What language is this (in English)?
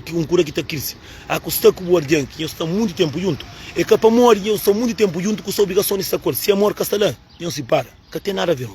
Kabuverdianu